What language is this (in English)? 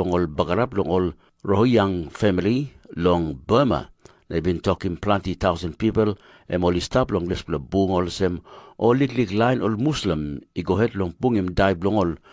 Tok Pisin